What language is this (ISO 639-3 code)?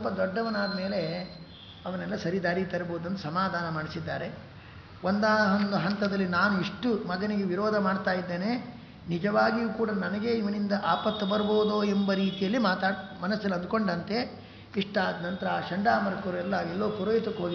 kan